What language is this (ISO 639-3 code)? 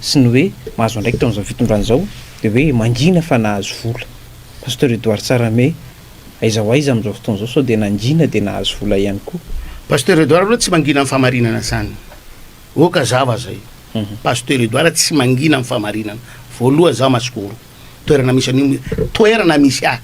mlg